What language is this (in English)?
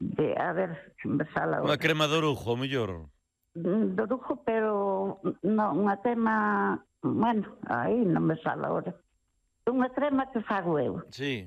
Galician